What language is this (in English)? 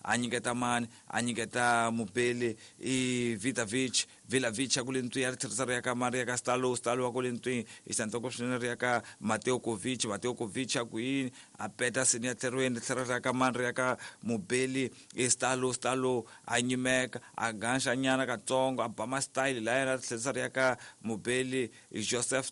Tsonga